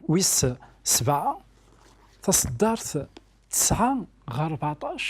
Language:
Kabyle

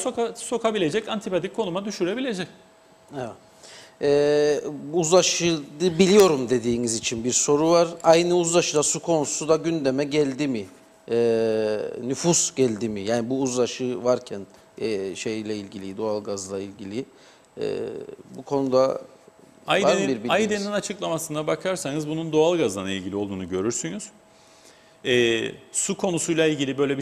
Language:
Turkish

